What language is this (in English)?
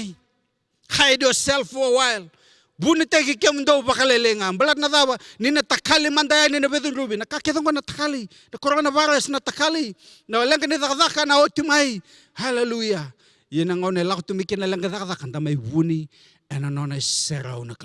Fijian